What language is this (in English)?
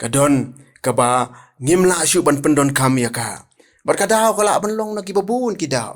Khasi